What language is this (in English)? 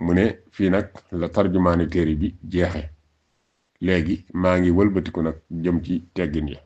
Wolof